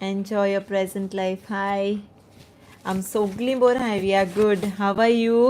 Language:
Konkani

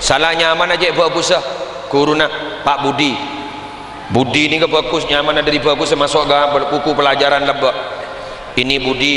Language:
Madurese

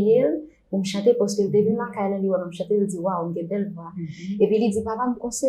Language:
Haitian Creole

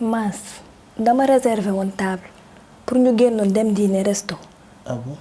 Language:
Wolof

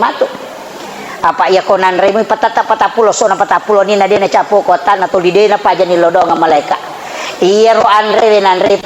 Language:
Buginese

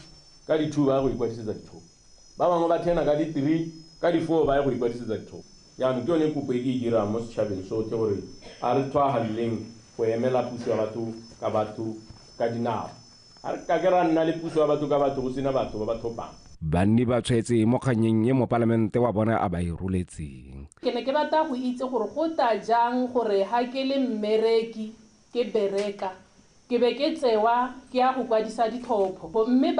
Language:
Tswana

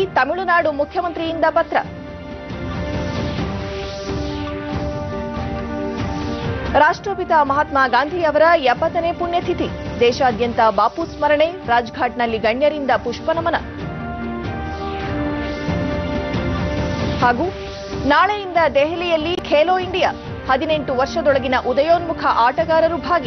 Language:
Kannada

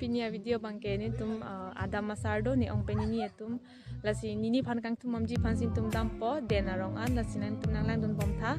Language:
Karbi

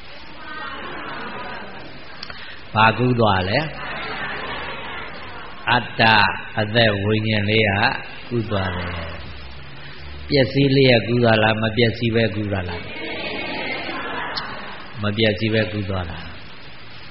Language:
Burmese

